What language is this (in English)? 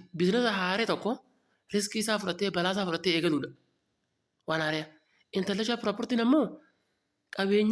Oromo